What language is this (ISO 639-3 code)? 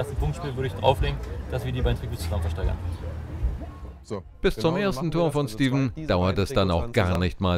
deu